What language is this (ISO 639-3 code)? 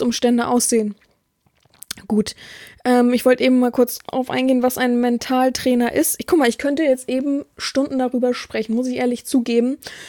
deu